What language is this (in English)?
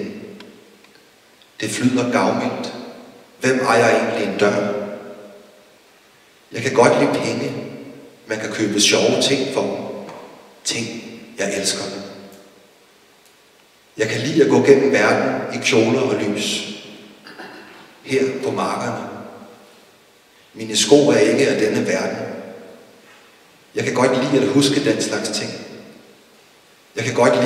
Danish